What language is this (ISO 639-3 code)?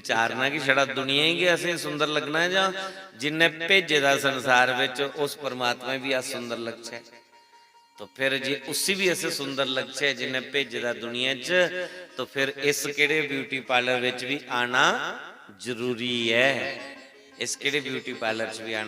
doi